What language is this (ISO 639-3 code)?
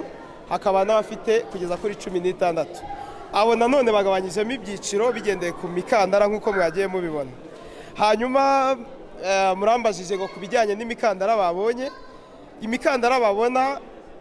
kin